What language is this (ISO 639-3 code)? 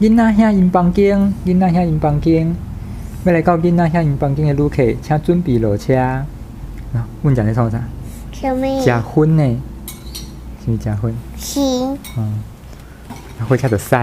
nan